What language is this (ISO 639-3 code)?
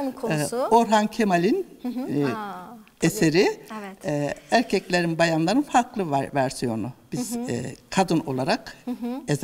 tur